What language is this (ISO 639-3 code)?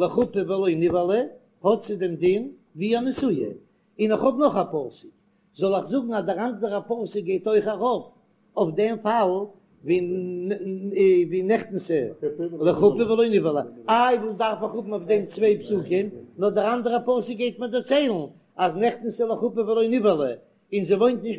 yid